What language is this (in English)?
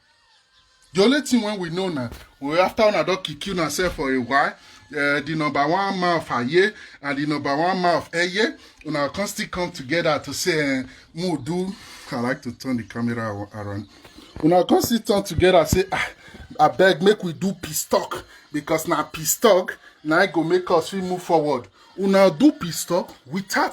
Nigerian Pidgin